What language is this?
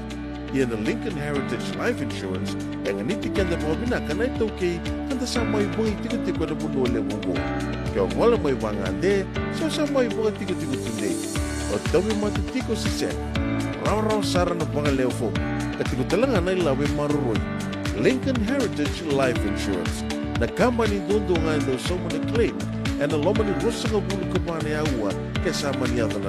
Fijian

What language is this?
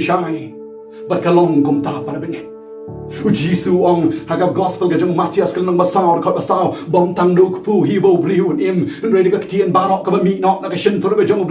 Khasi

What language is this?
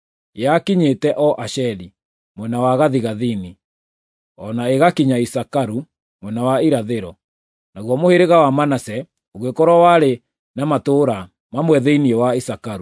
Kikuyu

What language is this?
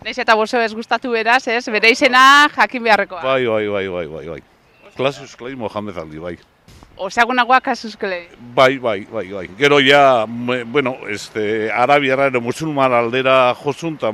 Basque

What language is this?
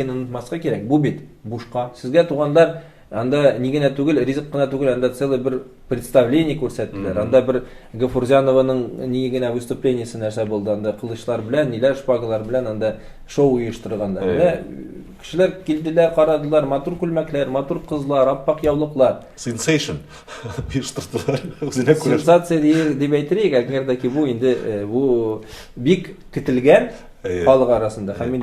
Tatar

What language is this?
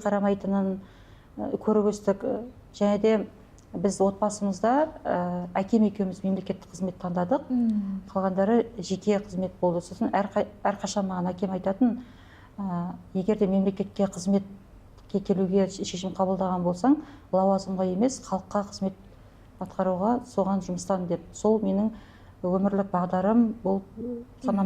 Kazakh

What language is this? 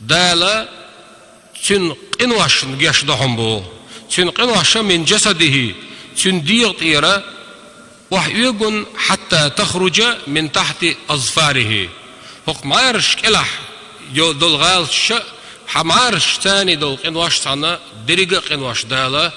Chechen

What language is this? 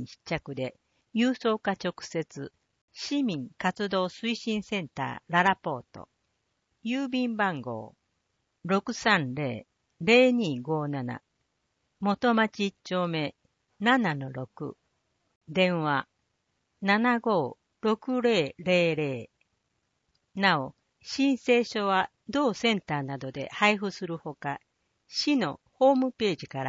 Japanese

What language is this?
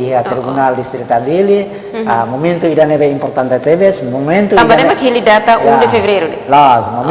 Tetum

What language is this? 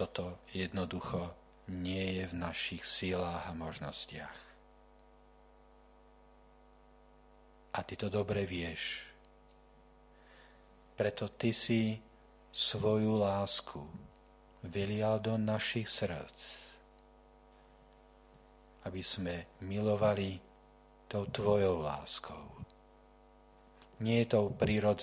Slovak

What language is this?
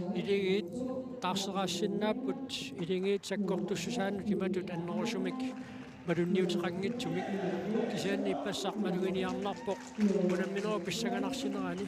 Kalaallisut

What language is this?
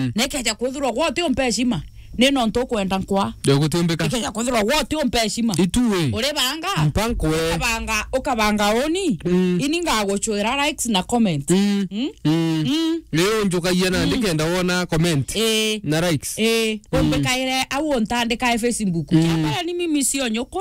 Meru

